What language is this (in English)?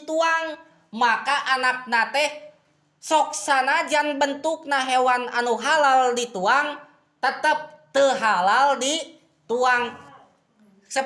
Sundanese